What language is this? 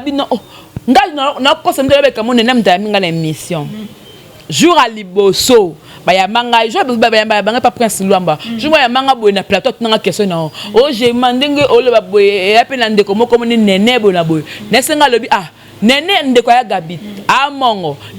Lingala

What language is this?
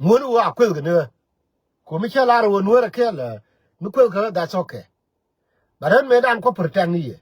Nuer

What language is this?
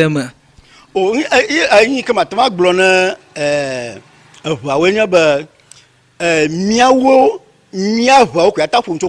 Ewe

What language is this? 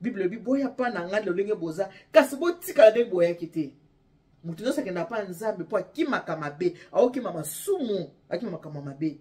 Lingala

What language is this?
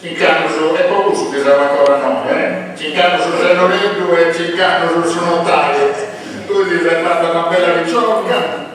Sardinian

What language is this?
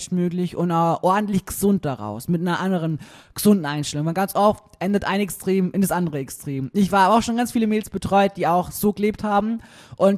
German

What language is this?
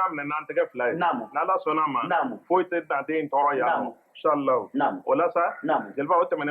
Bambara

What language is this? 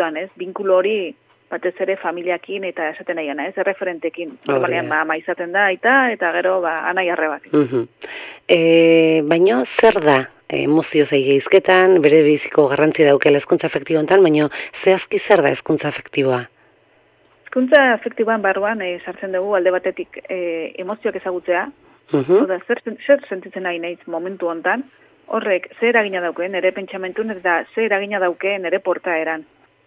Basque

